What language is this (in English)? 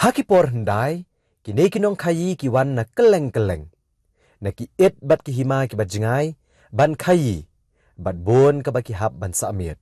Khasi